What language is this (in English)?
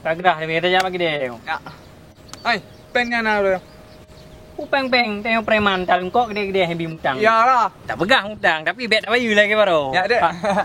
Achinese